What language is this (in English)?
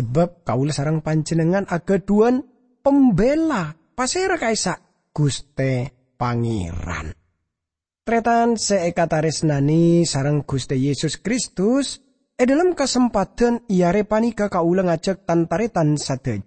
Madurese